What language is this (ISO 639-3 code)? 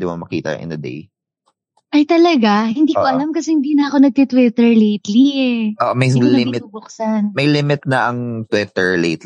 fil